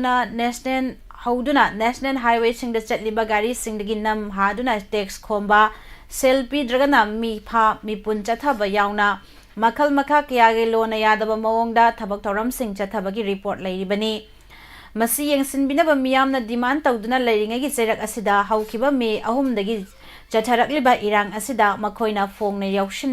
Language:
Manipuri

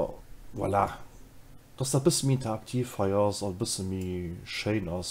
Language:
Luxembourgish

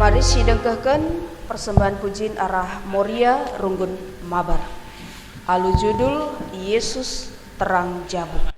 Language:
Batak Karo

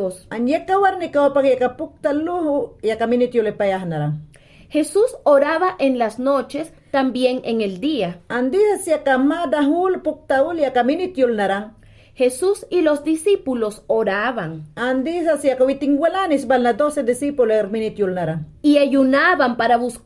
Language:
Mayangna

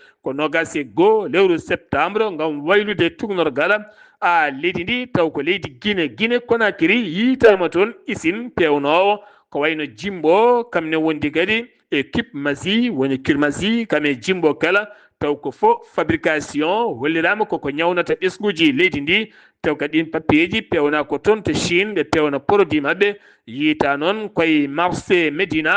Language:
Fula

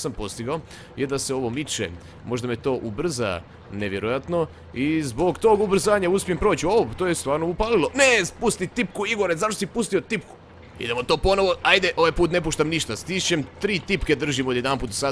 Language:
Croatian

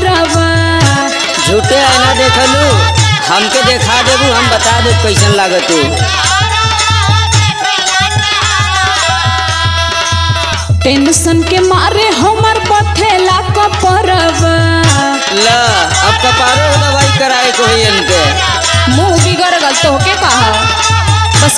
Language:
Bhojpuri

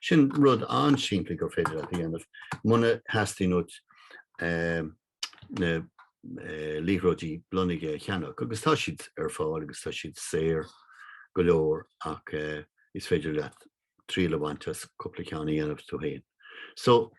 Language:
Irish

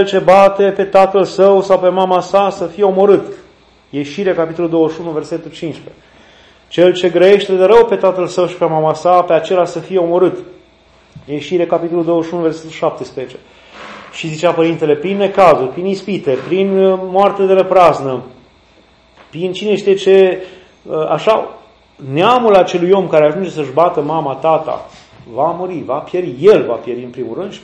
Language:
Romanian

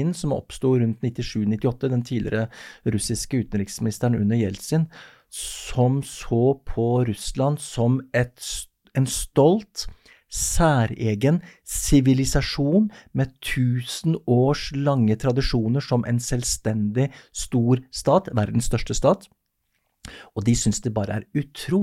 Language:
Norwegian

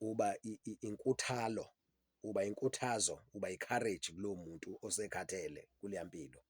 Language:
Zulu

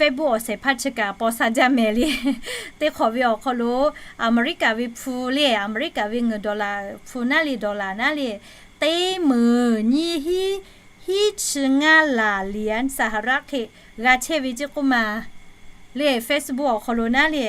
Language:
Lahu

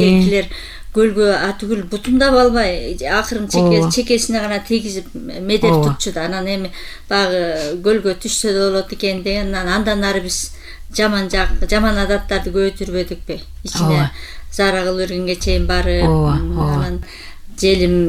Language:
Kyrgyz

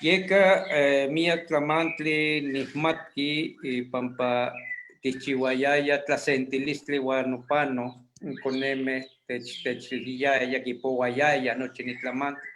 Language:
Eastern Huasteca Nahuatl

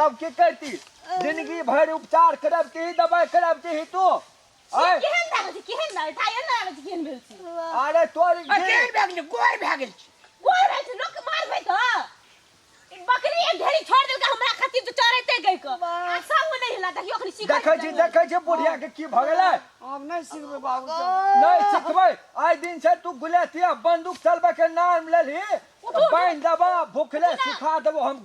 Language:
Maithili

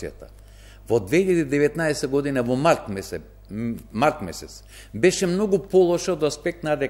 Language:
Macedonian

